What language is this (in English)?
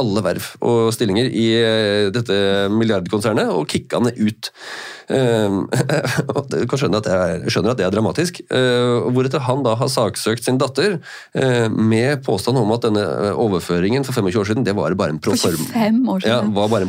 Norwegian